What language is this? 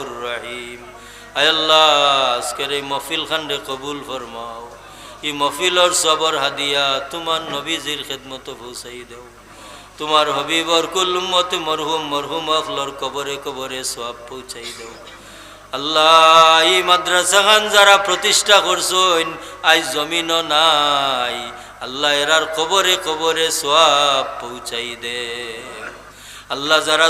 Sylheti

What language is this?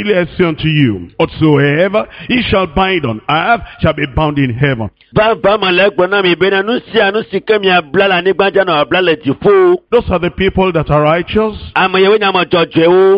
Ewe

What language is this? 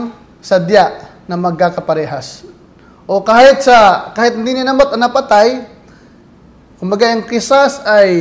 Filipino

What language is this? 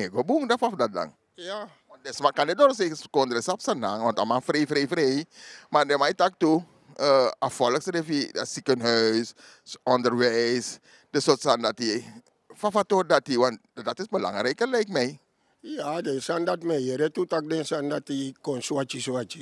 Sranan Tongo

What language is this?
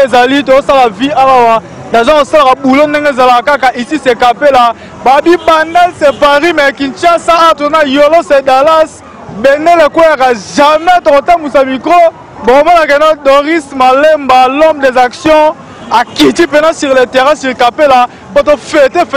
Lingala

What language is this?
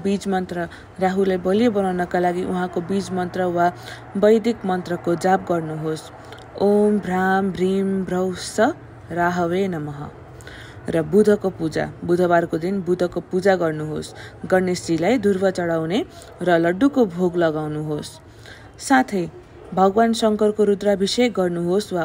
Nepali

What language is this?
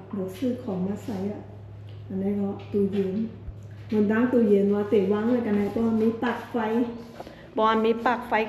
Shan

